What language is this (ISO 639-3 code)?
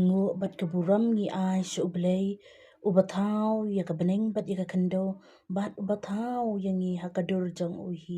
kha